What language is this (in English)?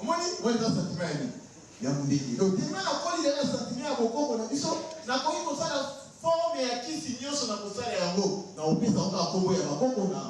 Lingala